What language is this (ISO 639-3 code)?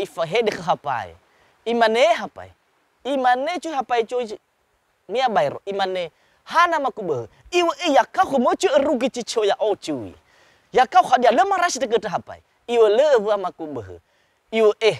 nia